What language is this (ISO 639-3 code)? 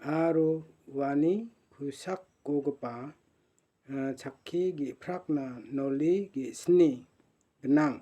grt